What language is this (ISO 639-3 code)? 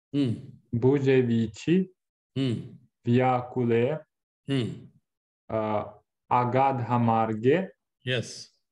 san